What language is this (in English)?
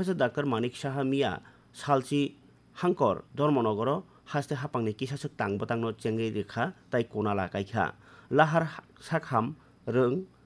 Kok Borok